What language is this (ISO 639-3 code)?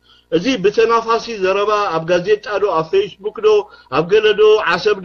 tir